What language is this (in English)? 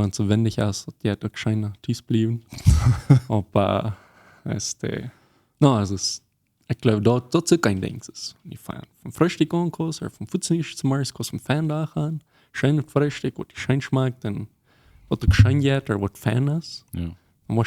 Plautdietsch